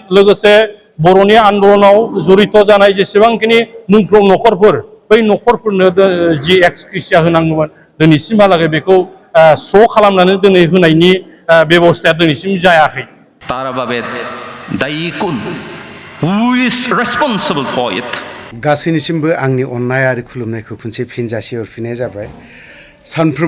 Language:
Bodo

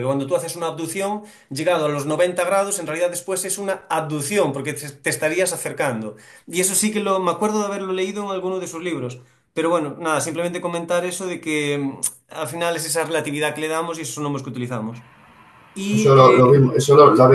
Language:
Spanish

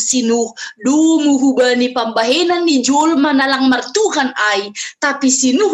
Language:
Batak Simalungun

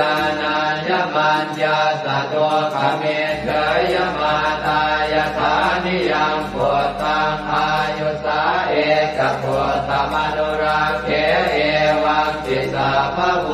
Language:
Pali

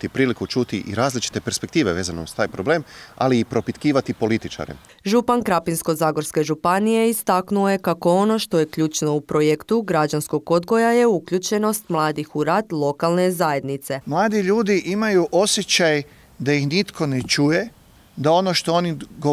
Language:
Croatian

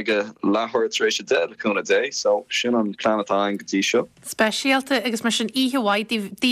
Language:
Irish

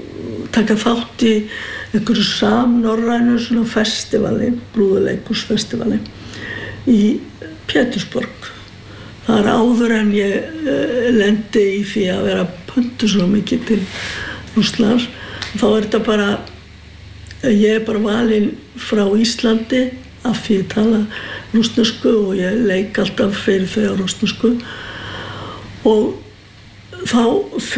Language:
Icelandic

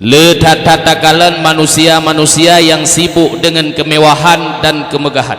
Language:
Achinese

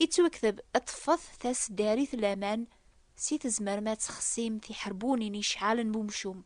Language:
Kabyle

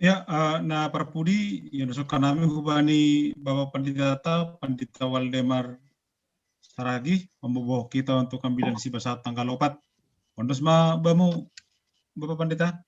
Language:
Batak Simalungun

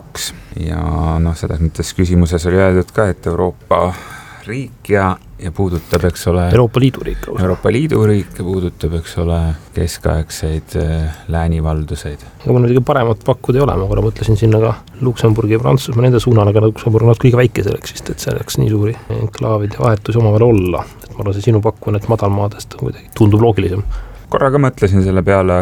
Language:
Estonian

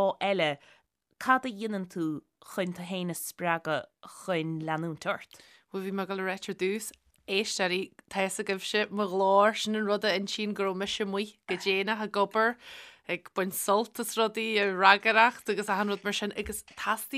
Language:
Irish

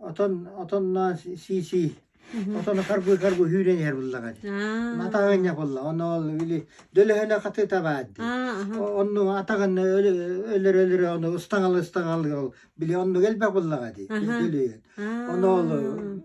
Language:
Yakut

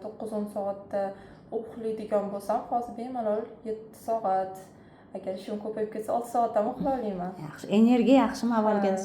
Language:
Uzbek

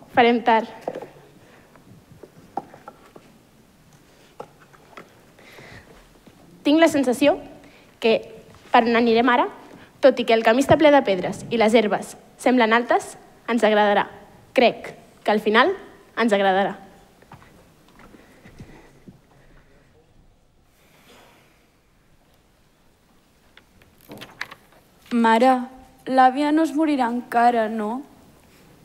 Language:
Catalan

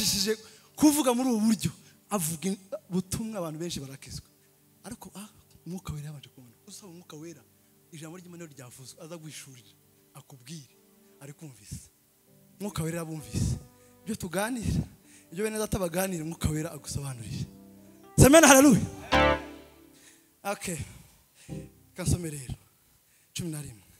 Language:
Kinyarwanda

